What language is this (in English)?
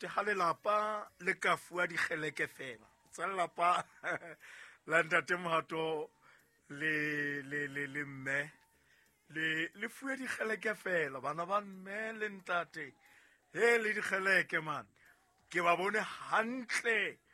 Southern Sotho